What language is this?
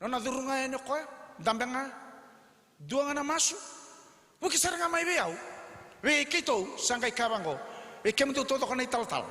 Fijian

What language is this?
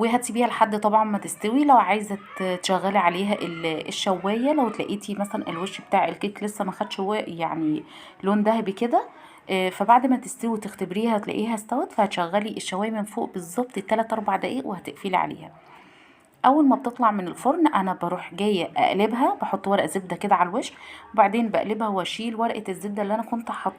Egyptian Arabic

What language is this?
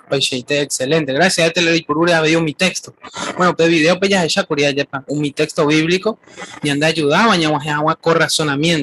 Guarani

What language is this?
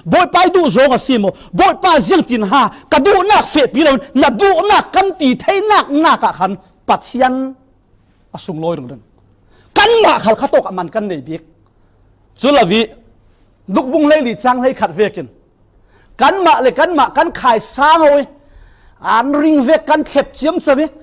Falam Chin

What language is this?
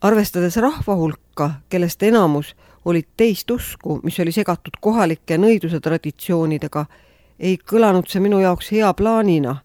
Estonian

